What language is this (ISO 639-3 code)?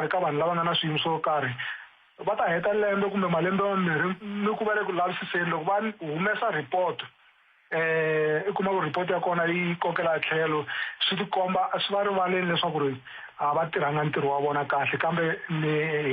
tso